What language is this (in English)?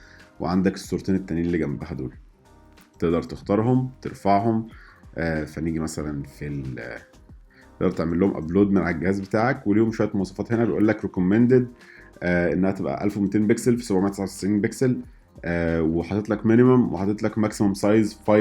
Egyptian Arabic